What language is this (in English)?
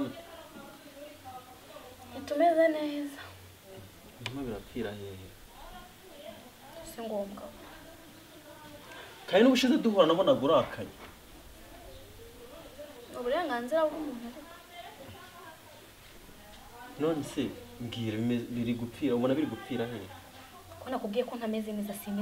Kinyarwanda